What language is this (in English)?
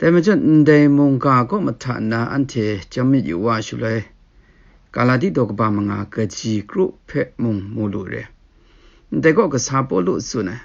Kachin